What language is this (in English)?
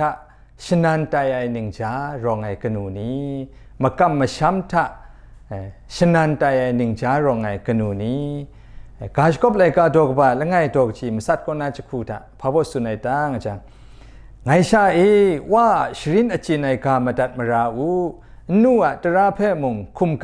Kachin